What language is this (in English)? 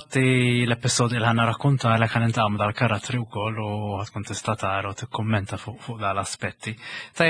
Maltese